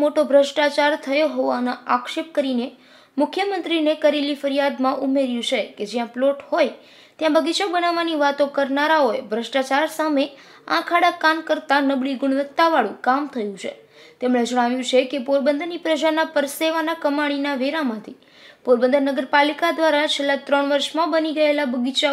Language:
Gujarati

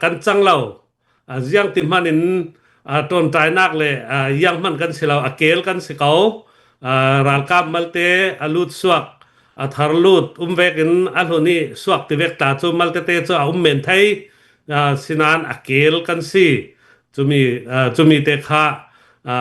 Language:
Hakha Chin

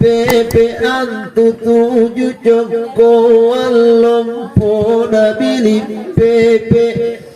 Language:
Makasar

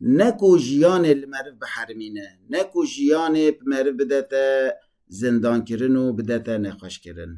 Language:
Kurdish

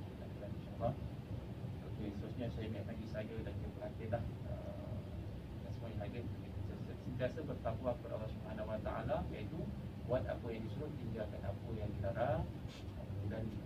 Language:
Malay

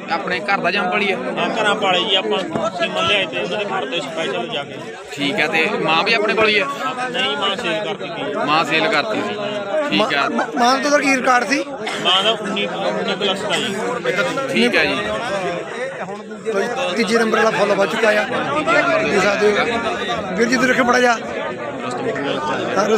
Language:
Punjabi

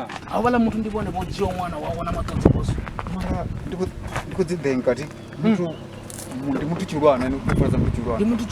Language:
Venda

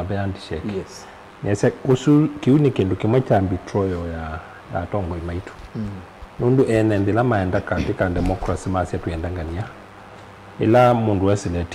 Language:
Kamba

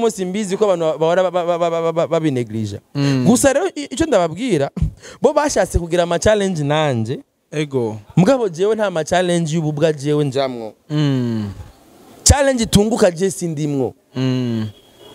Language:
Rundi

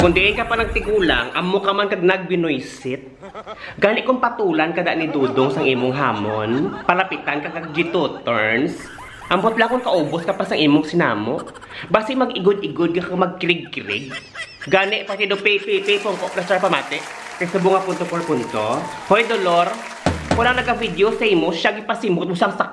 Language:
Hiligaynon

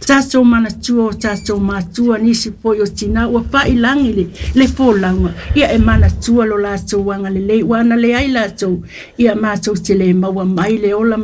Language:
Samoan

